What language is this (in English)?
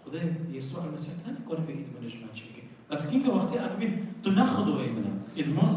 Kurdish